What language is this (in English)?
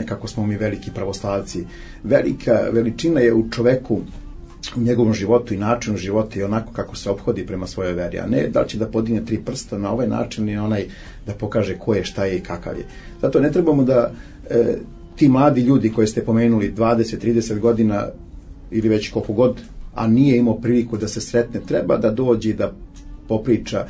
Serbian